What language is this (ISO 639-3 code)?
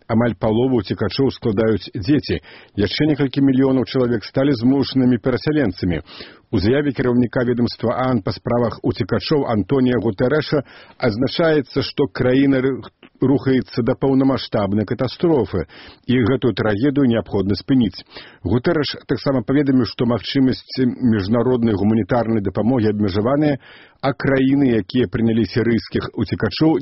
bel